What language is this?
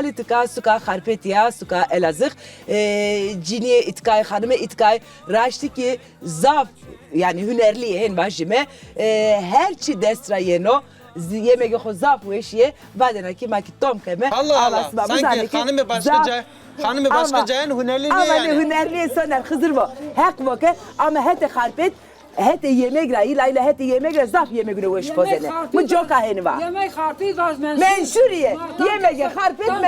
Zaza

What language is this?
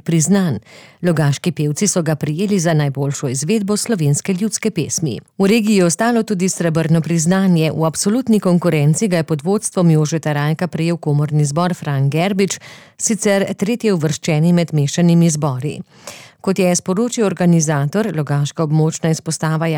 Slovenian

